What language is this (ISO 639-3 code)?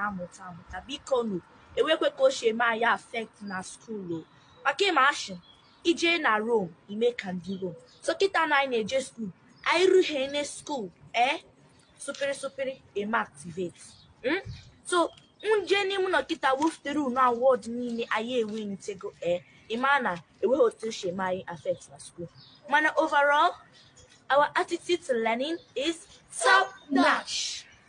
ibo